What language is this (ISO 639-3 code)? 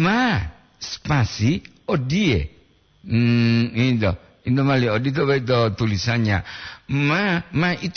gor